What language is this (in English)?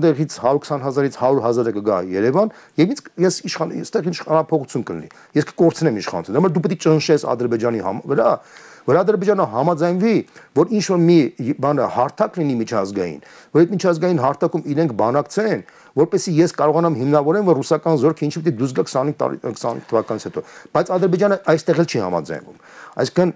Armenian